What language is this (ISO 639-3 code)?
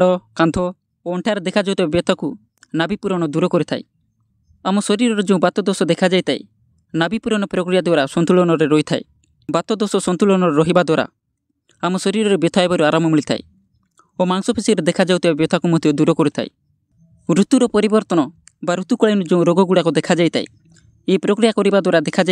ori